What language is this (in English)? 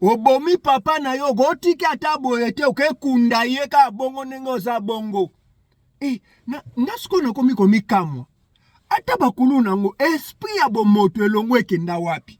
Lingala